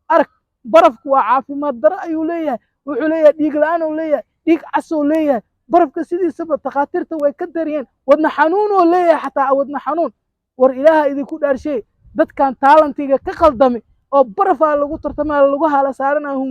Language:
Somali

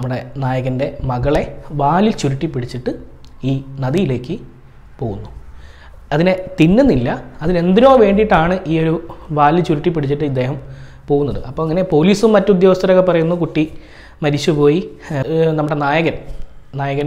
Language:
Malayalam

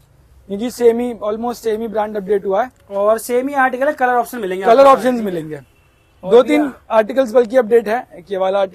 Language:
Hindi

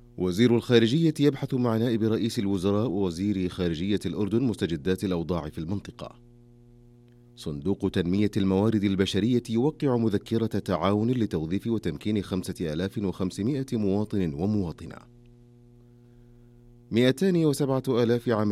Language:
Arabic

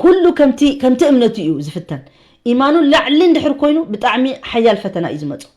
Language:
Tigrinya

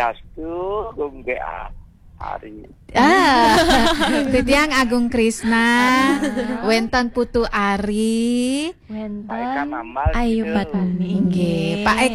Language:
Balinese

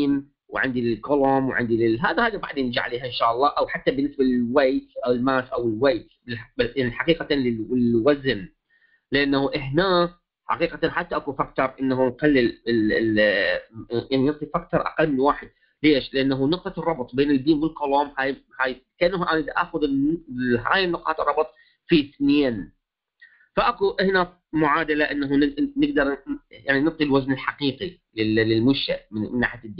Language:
Mesopotamian Arabic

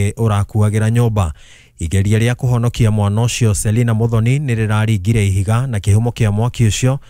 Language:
Kikuyu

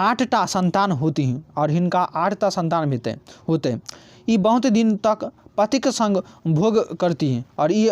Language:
Maithili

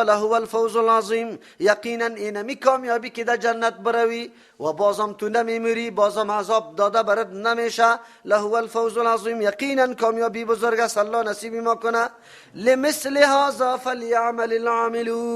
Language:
Persian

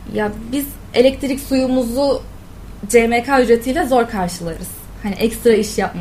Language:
Turkish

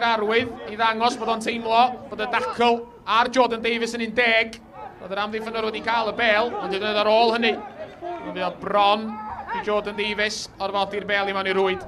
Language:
Welsh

